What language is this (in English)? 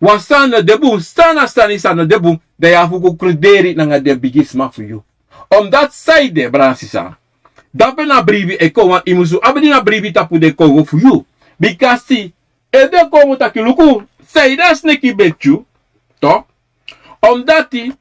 Sranan Tongo